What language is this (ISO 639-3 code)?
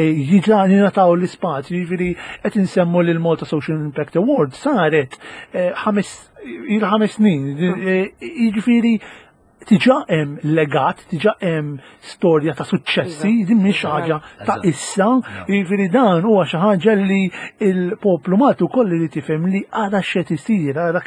mlt